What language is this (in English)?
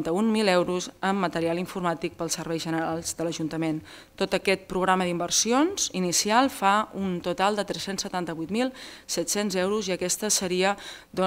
Catalan